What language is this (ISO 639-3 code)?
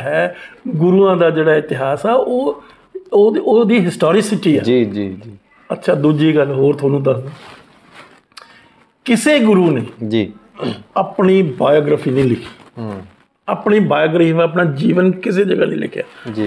pan